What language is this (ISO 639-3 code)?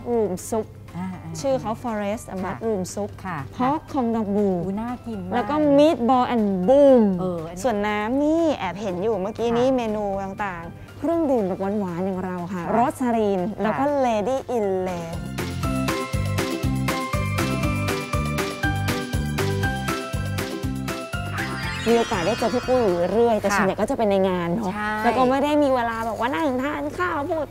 tha